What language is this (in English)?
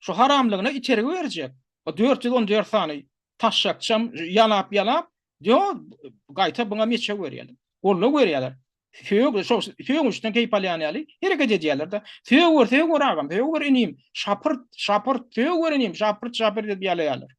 Turkmen